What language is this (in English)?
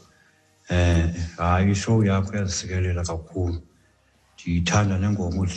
Xhosa